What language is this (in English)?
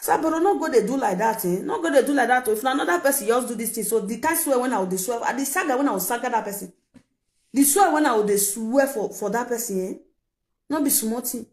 Nigerian Pidgin